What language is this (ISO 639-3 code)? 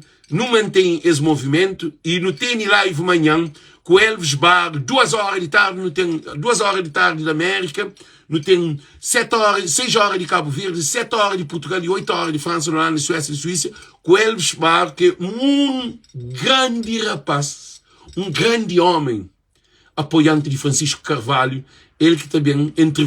kea